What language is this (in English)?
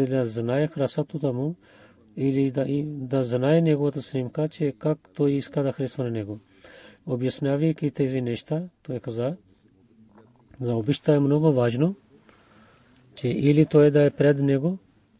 Bulgarian